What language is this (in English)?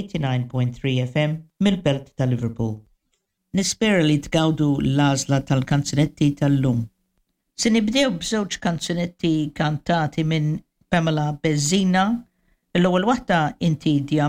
Maltese